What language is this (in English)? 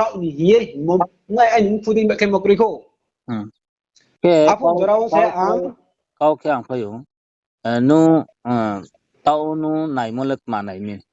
Riang (India)